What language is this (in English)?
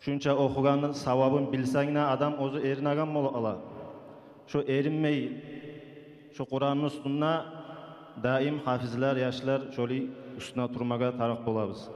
Kumyk